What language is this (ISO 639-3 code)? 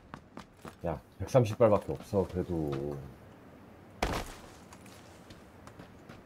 kor